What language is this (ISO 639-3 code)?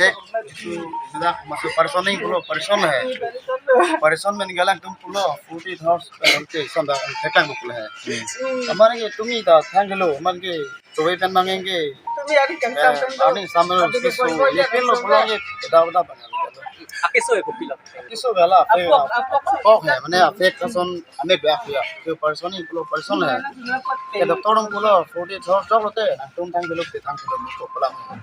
mjw